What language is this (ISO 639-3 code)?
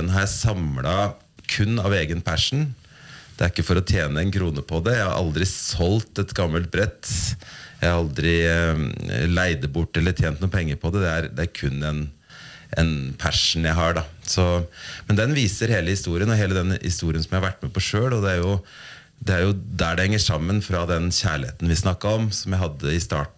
nor